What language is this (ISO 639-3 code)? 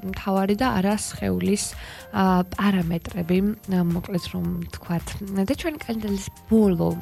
kat